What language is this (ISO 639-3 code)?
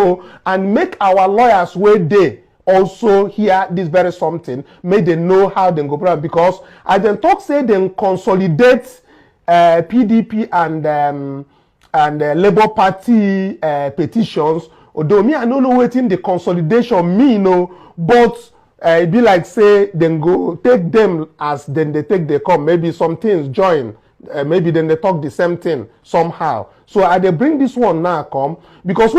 pcm